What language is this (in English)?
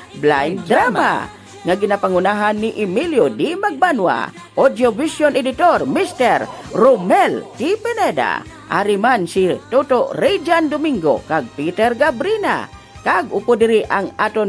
Hiligaynon